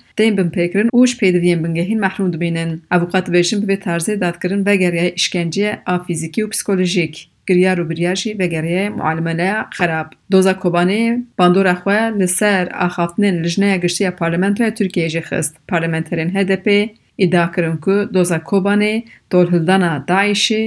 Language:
Kurdish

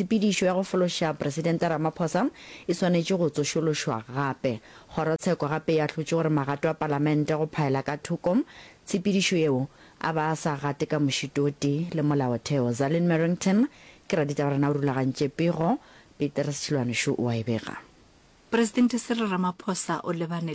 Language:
Northern Sotho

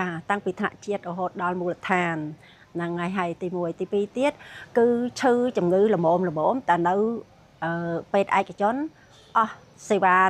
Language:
Khmer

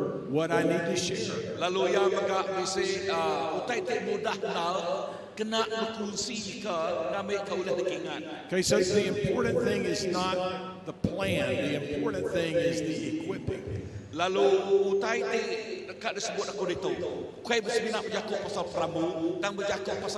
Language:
Iban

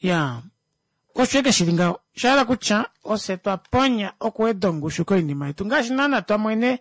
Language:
Kuanyama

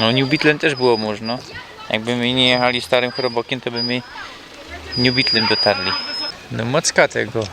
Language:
Silesian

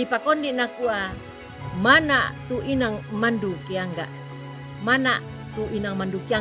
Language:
Toraja-Sa'dan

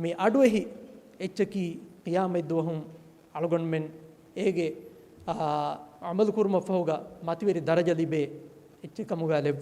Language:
Divehi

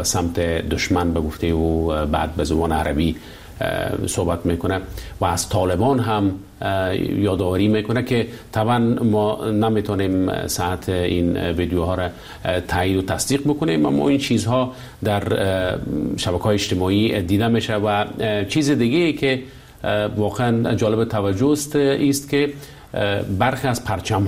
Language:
Persian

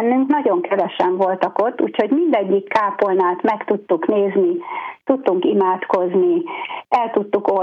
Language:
Hungarian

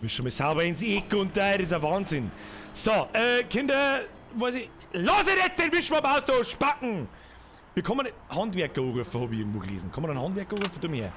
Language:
Bavarian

